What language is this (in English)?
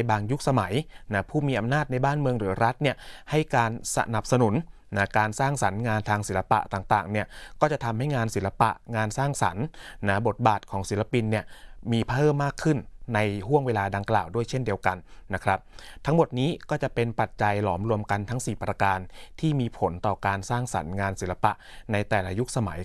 Thai